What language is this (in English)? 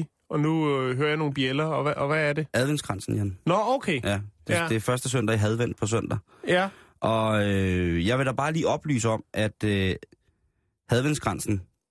Danish